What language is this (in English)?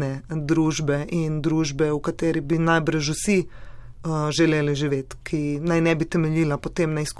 Slovenian